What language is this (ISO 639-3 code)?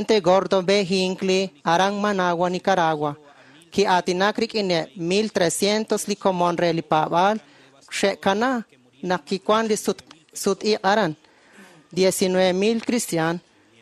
kek